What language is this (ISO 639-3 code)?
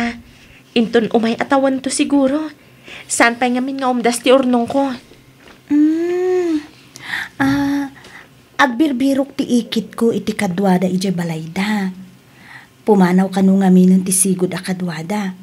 ilo